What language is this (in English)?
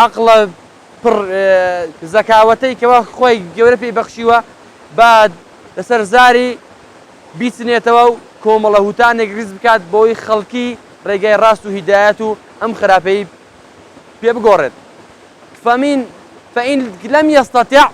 Central Kurdish